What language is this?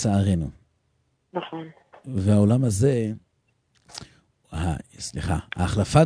Hebrew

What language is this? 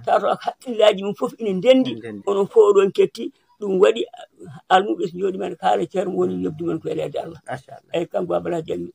Fula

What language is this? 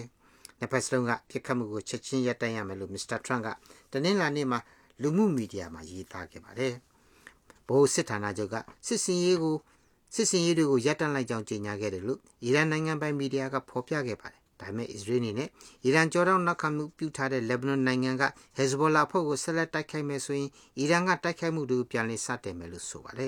Burmese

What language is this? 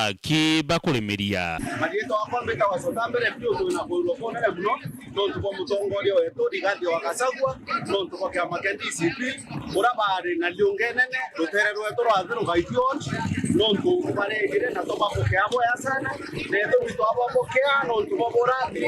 Meru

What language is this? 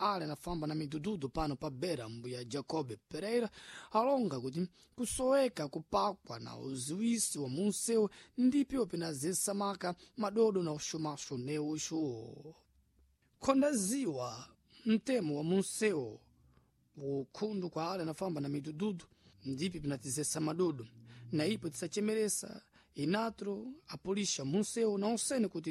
Sena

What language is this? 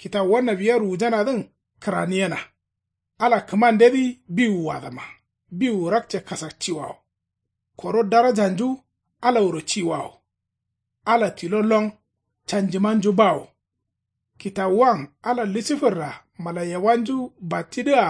Kanuri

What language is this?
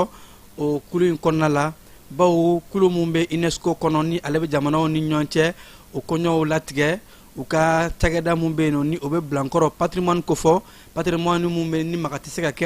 Bambara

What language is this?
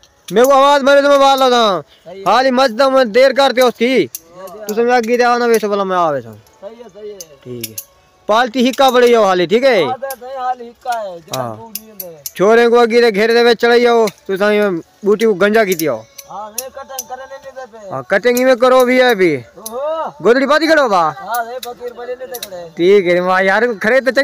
Saraiki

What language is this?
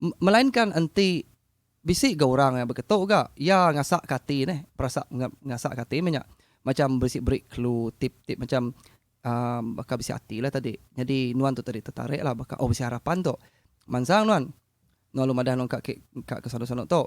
Iban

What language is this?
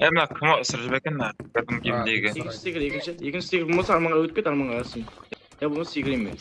Kara-Kalpak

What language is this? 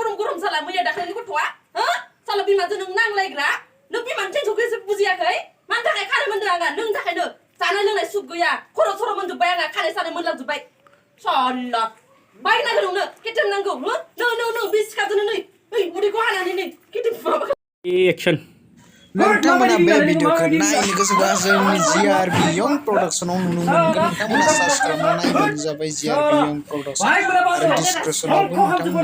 Bodo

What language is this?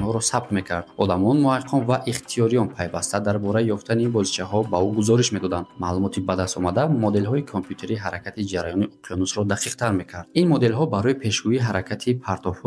Tajik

